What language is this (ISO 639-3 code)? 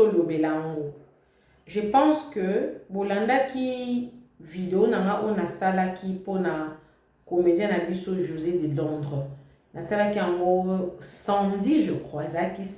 lin